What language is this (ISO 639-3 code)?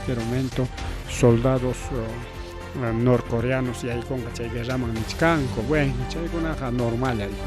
quy